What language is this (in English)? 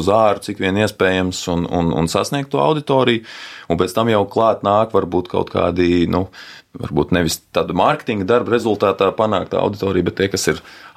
Latvian